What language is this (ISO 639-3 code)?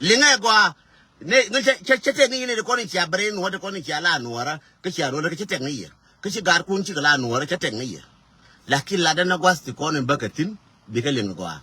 nus